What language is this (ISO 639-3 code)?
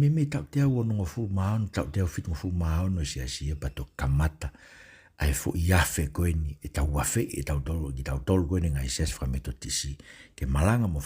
ton